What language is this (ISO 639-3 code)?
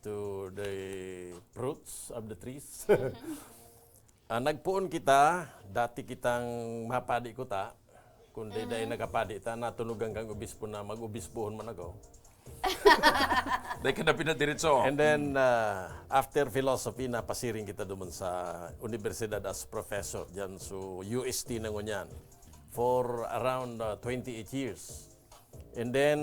bik